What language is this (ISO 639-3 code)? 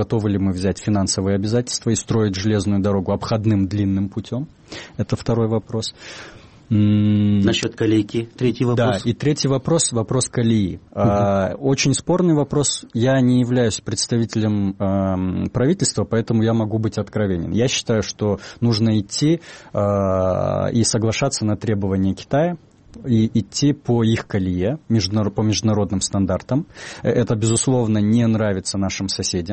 rus